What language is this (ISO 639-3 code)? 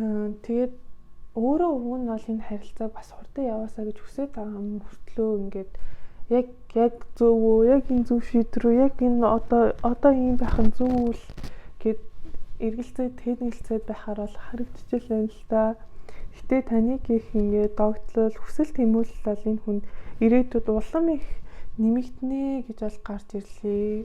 mon